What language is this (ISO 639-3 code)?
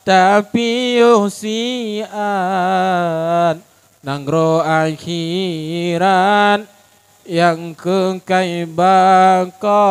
ace